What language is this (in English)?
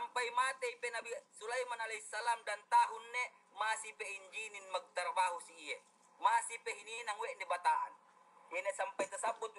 Yakan